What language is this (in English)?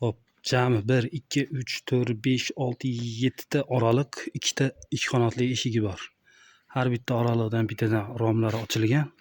Uzbek